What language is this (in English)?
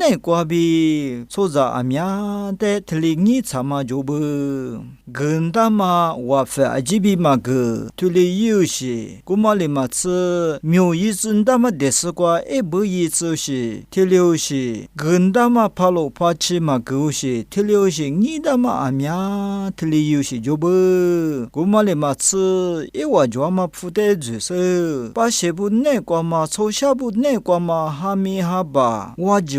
Lisu